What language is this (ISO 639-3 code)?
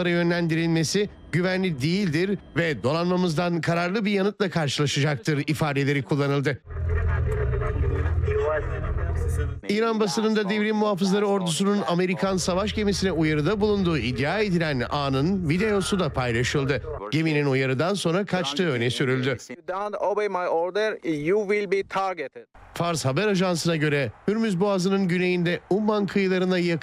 tur